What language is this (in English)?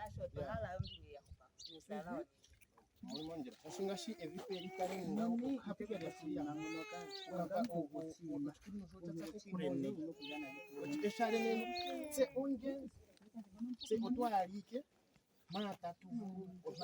Ndonga